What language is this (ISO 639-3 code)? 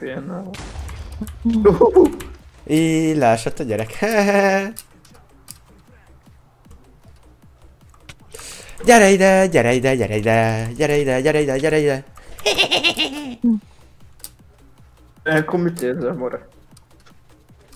hun